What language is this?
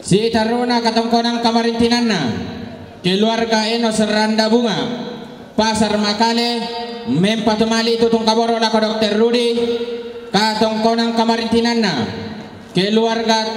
Toraja-Sa'dan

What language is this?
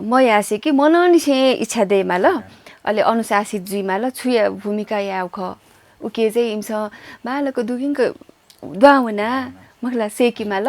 Newari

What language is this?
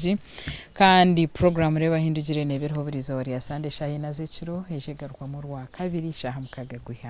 Nyankole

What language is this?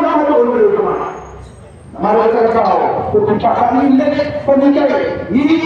Khasi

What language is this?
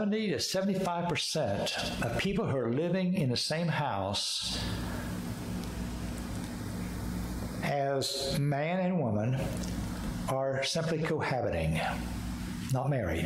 English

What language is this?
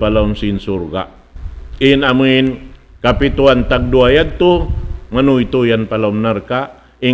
Tausug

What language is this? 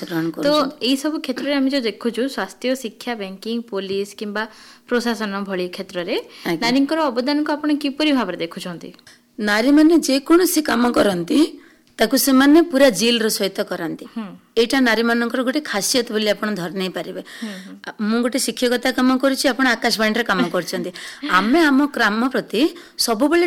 Odia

